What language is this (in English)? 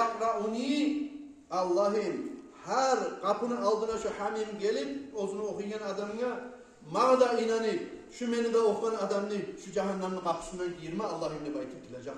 Kumyk